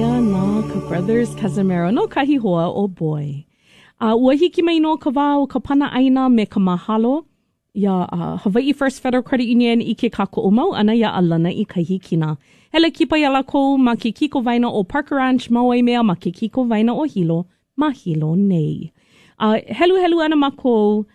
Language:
Hawaiian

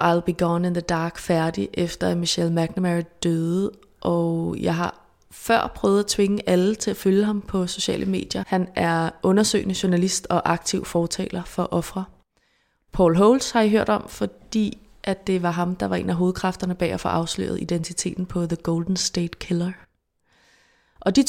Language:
Danish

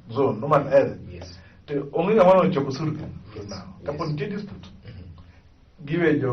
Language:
Luo (Kenya and Tanzania)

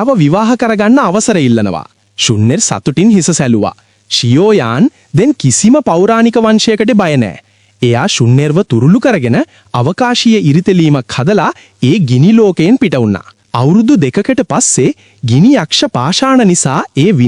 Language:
Sinhala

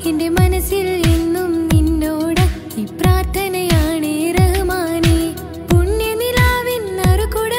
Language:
Malayalam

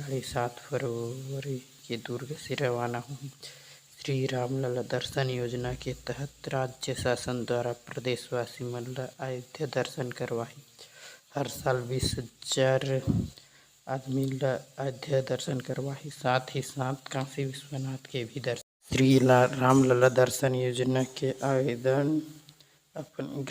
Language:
Chhattisgarhi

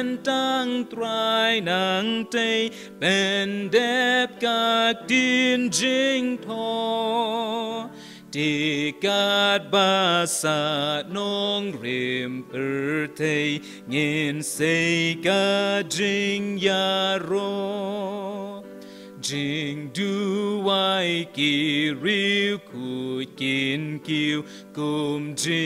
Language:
Khasi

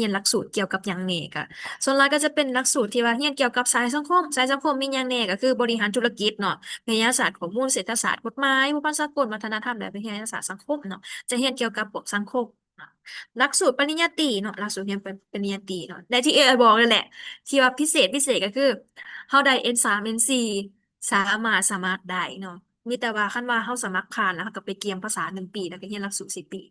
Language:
Lao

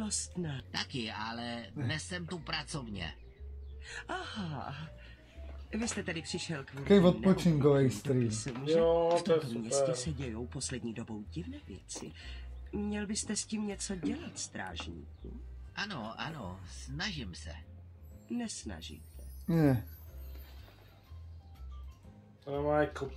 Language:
Czech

